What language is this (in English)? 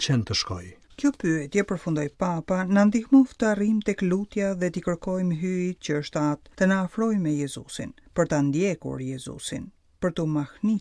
Albanian